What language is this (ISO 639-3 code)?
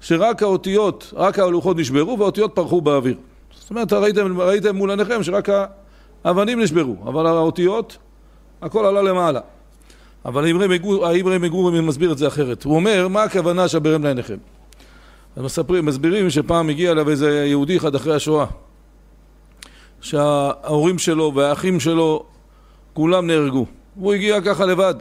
heb